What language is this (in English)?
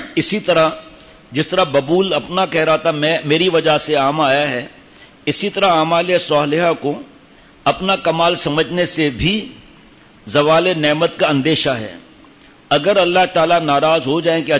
Urdu